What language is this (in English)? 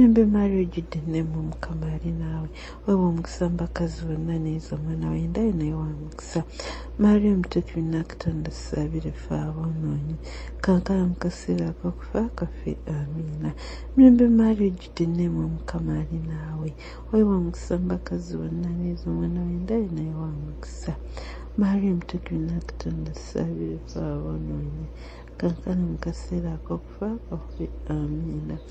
Ganda